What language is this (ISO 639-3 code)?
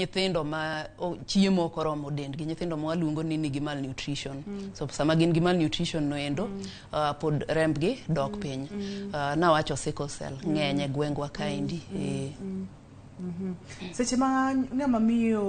luo